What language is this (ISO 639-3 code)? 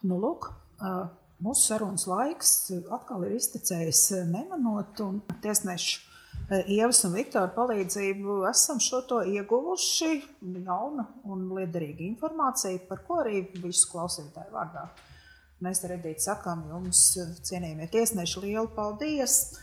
lav